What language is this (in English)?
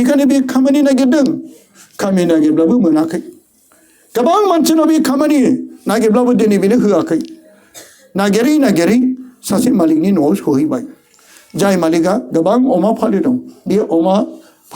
Bodo